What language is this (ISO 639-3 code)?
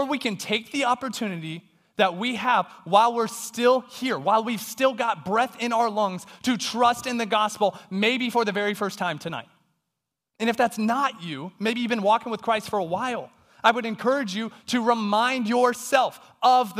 eng